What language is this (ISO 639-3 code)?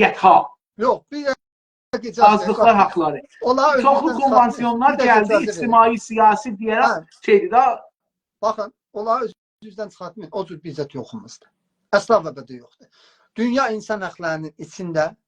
azb